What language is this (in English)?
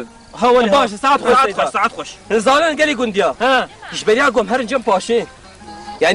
Kurdish